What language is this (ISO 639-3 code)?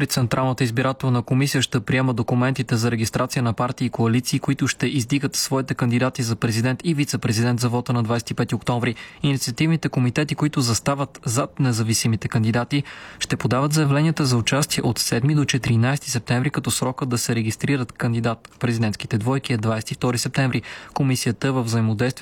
bul